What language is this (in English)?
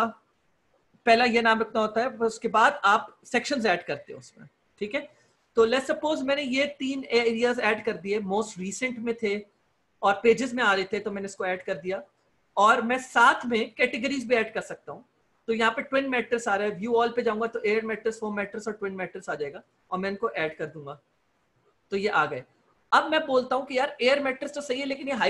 Hindi